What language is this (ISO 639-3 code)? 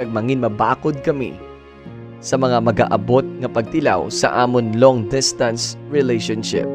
hil